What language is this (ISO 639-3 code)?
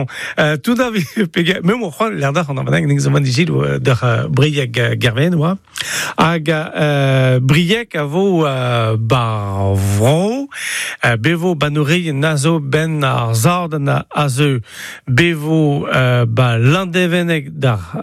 bre